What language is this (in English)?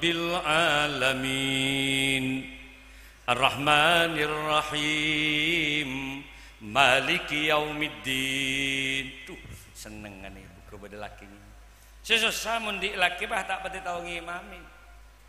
Madurese